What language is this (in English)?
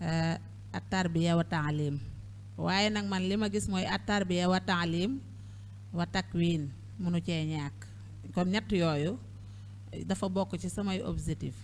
Wolof